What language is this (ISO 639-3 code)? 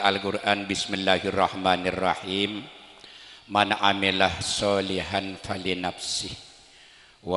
mad